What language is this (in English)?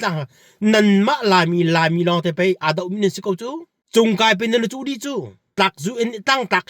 Hakha Chin